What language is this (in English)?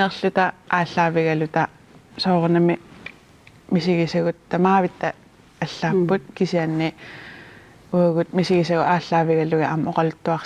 Kalaallisut